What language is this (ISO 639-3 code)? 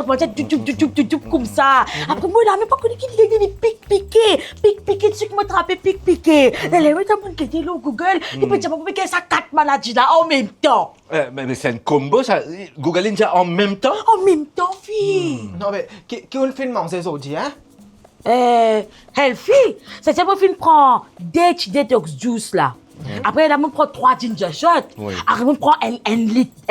mfe